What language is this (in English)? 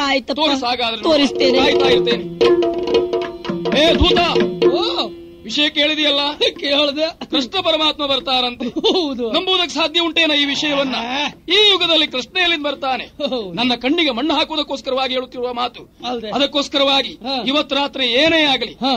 Kannada